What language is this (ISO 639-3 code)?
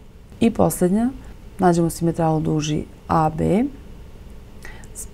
srp